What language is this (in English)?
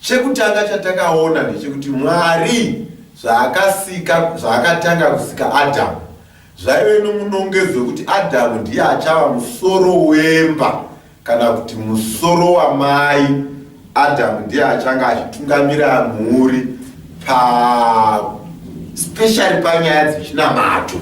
Shona